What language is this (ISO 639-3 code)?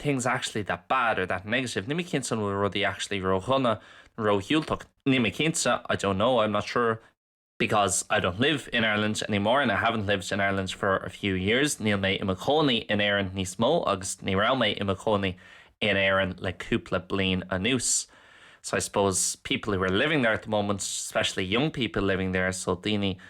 gle